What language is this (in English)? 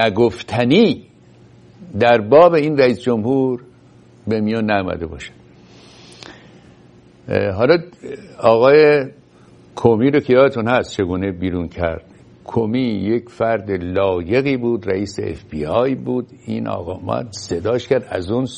Persian